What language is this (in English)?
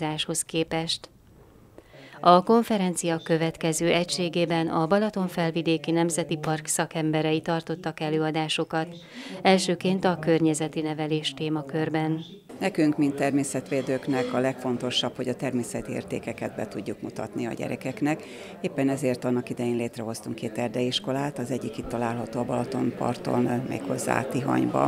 Hungarian